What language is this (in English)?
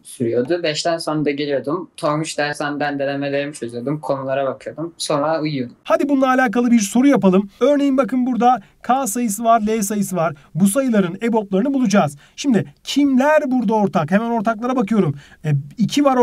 Turkish